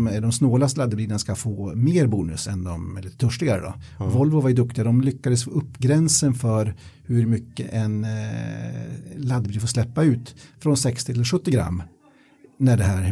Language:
Swedish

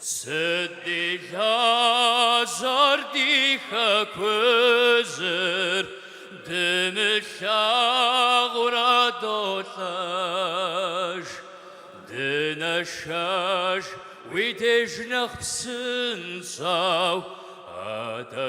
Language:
Kabardian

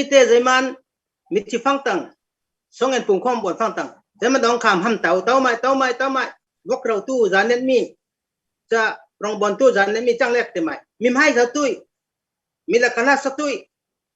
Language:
Falam Chin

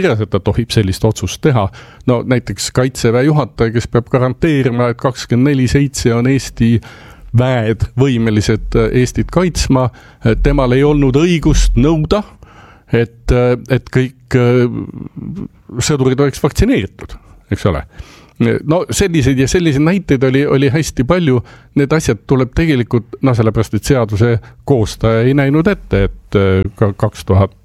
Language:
Estonian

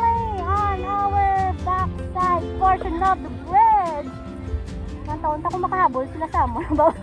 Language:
Hiligaynon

